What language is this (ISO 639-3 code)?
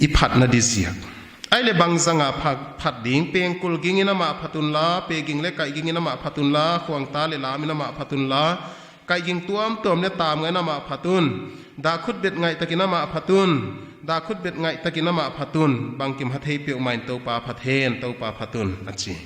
pck